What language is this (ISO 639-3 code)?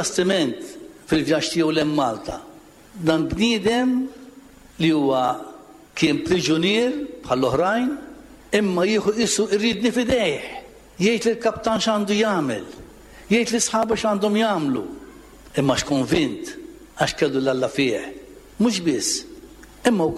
mlt